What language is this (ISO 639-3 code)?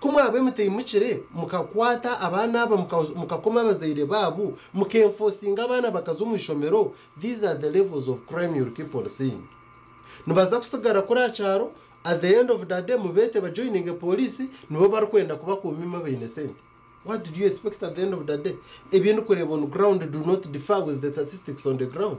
nyn